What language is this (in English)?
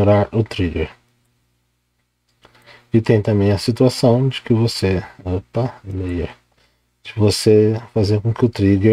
Portuguese